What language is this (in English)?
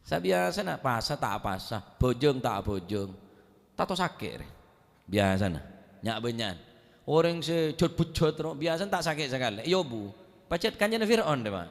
Madurese